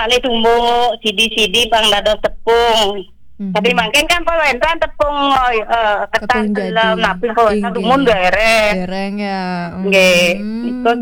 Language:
Balinese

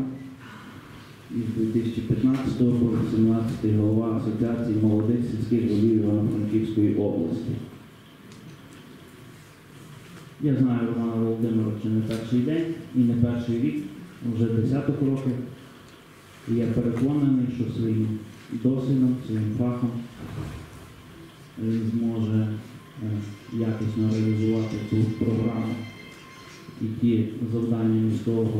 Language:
Ukrainian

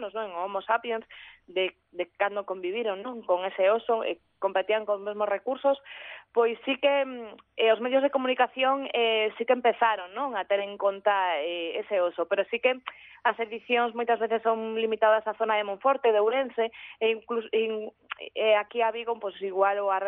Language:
Galician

